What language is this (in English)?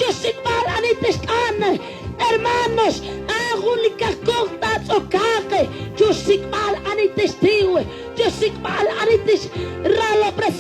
Kekchí